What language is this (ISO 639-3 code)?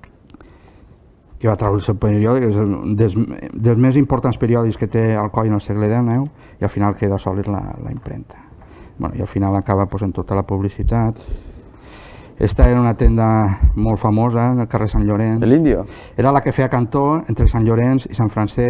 cat